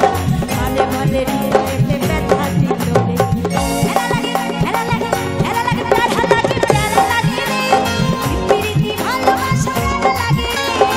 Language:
Bangla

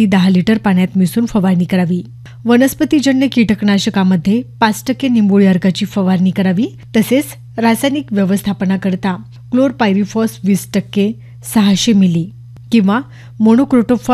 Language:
Marathi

